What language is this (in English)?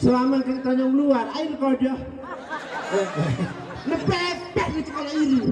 Sasak